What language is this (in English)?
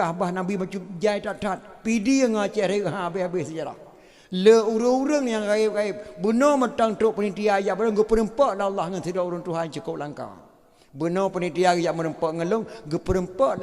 Achinese